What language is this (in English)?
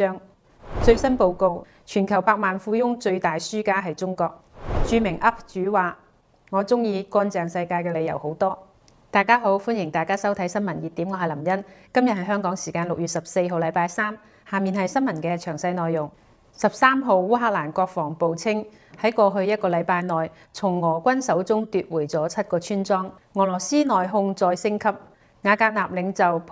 Cantonese